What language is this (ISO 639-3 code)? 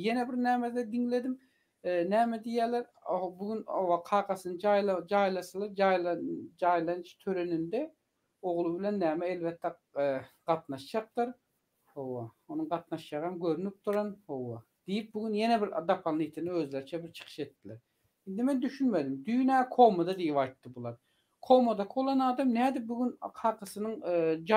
tuk